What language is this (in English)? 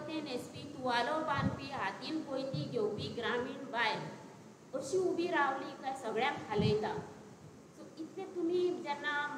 Konkani